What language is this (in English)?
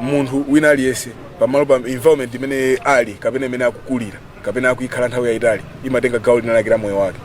Nyanja